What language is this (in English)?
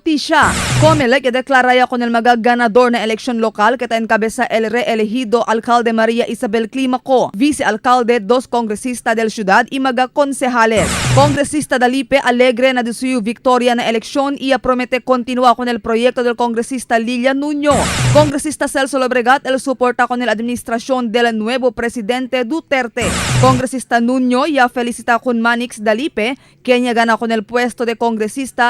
Chavacano